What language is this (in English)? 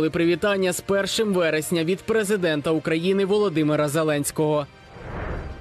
Ukrainian